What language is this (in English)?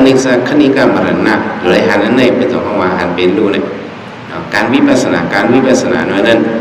Shan